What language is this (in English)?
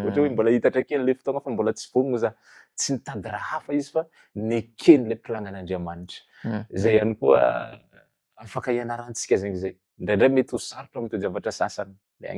Malagasy